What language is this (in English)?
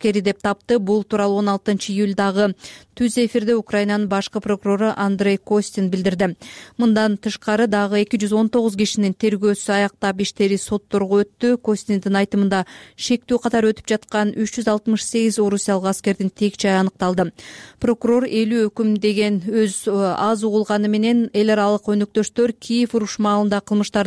Kyrgyz